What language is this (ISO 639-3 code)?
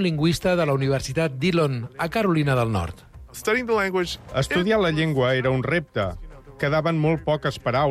cat